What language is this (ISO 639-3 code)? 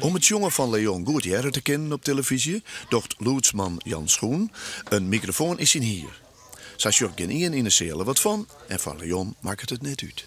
fry